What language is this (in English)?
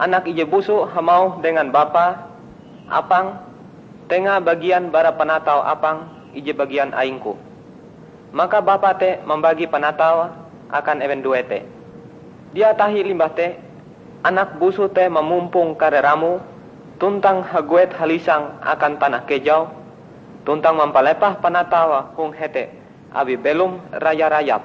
Ngaju